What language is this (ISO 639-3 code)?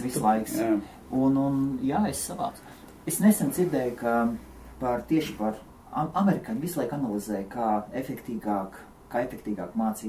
lav